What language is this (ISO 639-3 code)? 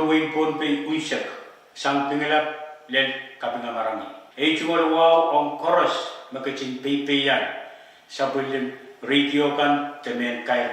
pon